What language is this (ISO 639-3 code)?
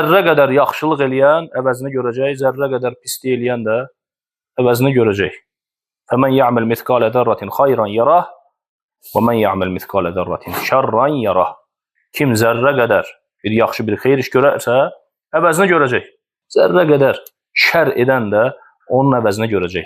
aze